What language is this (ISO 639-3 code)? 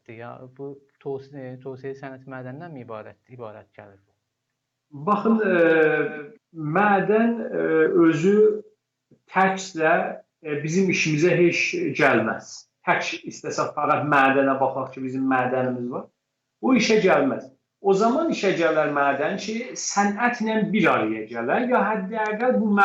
azb